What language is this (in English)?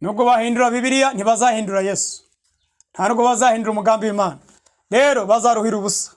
Kinyarwanda